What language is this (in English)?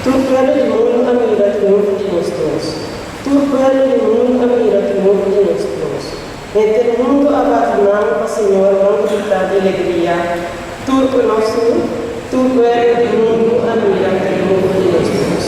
Papiamento